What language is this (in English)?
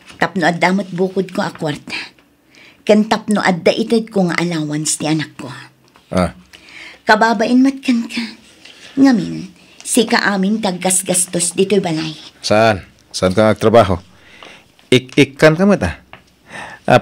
Iloko